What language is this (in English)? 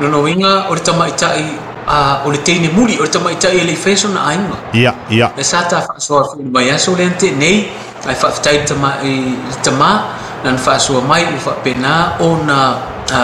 Samoan